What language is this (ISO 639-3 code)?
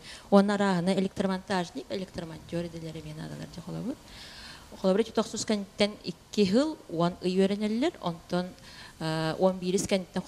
sah